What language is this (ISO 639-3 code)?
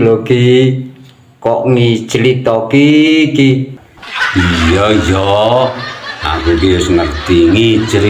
jav